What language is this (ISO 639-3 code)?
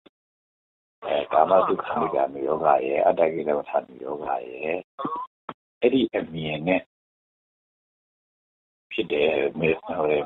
mya